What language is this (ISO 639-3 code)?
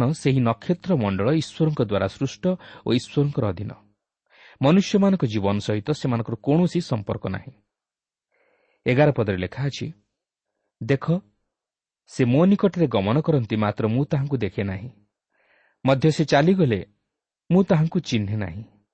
ori